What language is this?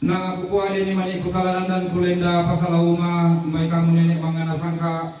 Toraja-Sa'dan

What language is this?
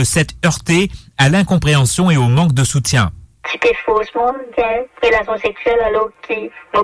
Morisyen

